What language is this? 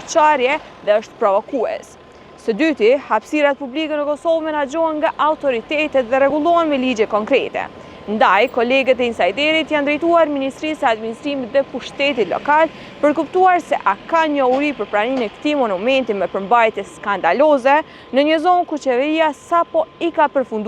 Albanian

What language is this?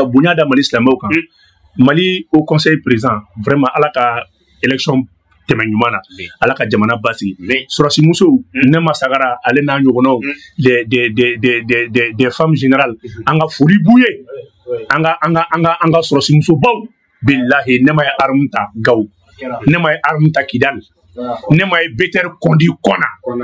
Bambara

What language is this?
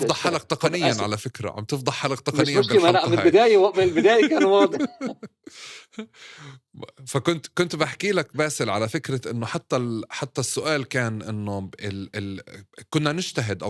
North Levantine Arabic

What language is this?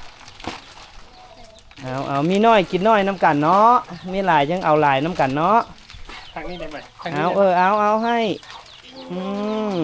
Lao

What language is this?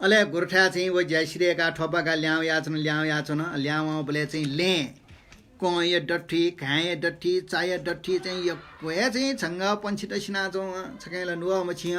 Newari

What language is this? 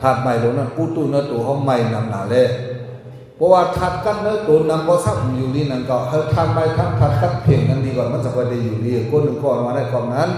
Shan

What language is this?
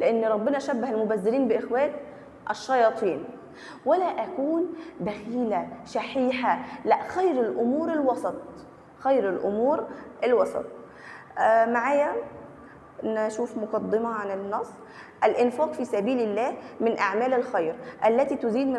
Egyptian Arabic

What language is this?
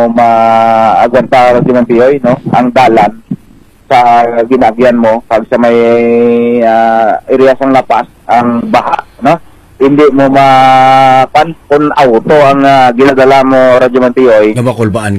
Hiligaynon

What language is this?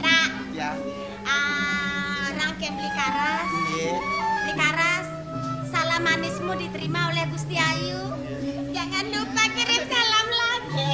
Balinese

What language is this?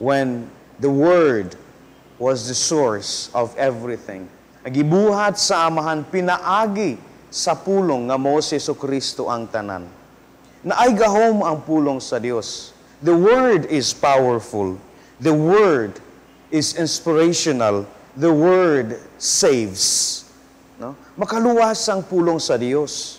Cebuano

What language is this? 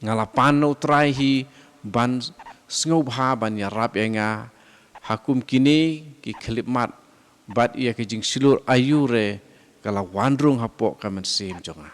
Khasi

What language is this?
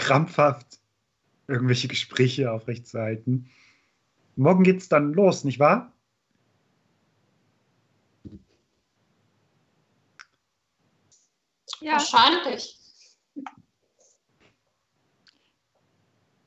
German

